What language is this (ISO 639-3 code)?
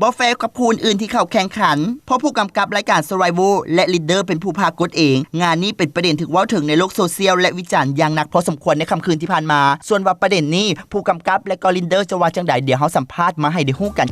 lao